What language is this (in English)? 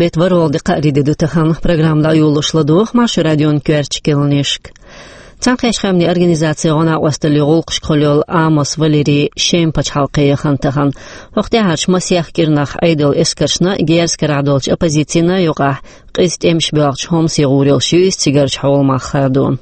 Chechen